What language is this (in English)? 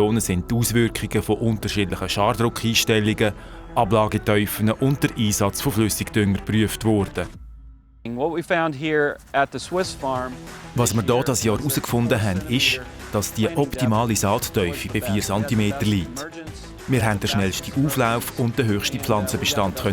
Swiss German